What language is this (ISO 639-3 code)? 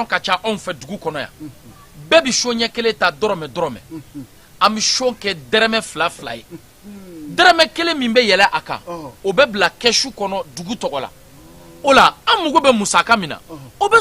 bam